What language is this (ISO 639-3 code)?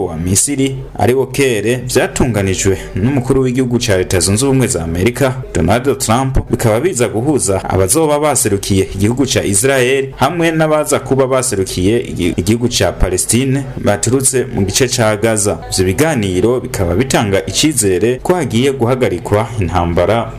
run